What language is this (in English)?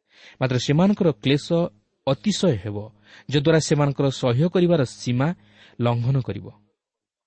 Odia